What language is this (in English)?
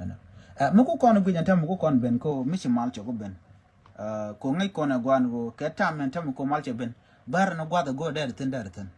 Nuer